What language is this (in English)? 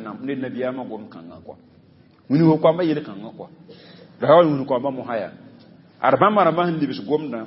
Mossi